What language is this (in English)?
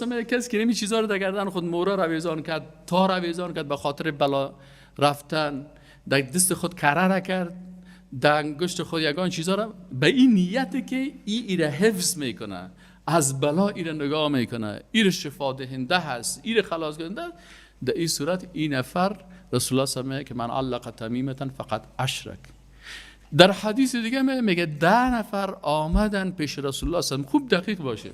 Persian